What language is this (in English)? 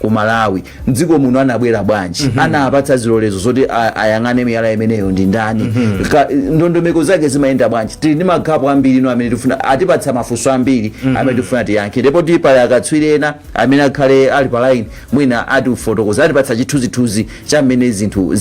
Nyanja